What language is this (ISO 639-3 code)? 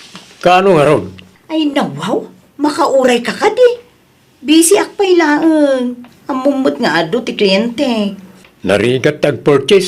ilo